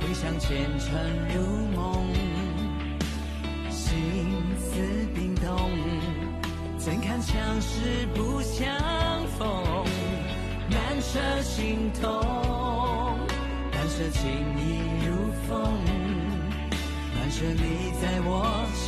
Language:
Chinese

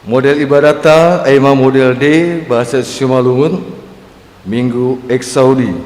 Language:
Batak Simalungun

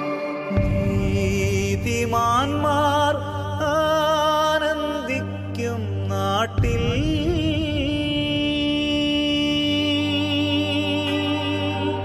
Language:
Malayalam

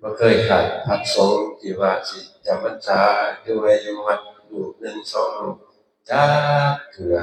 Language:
Northeastern Thai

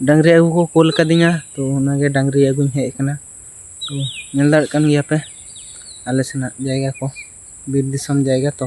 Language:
Santali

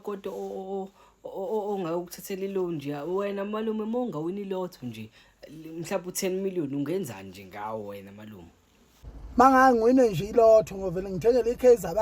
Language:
Zulu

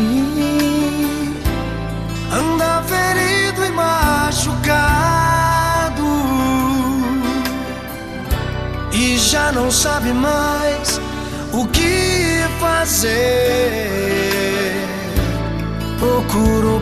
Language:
Portuguese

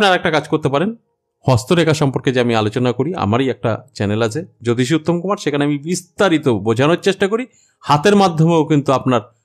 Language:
Bangla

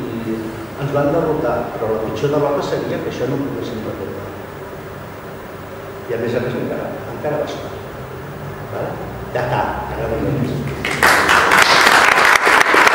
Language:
Catalan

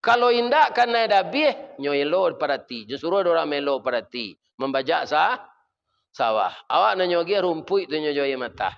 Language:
Minangkabau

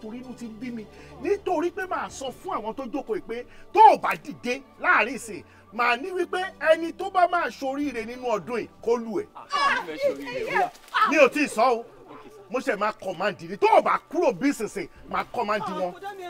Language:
Yoruba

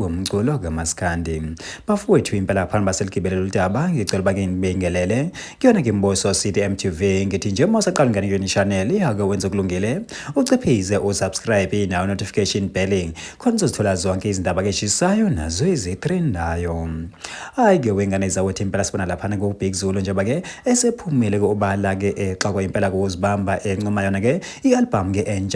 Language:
Zulu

